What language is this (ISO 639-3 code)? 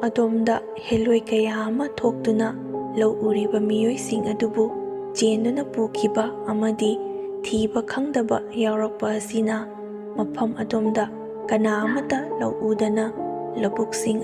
mni